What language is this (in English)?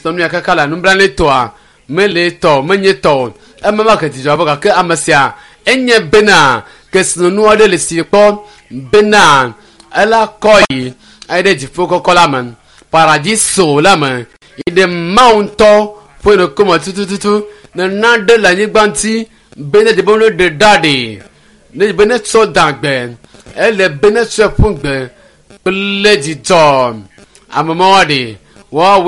Ewe